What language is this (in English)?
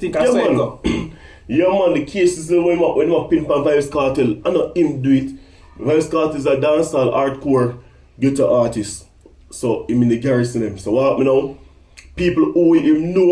Jamaican Creole English